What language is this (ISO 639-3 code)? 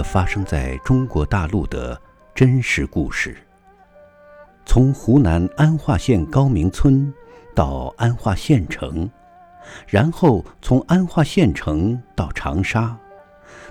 zho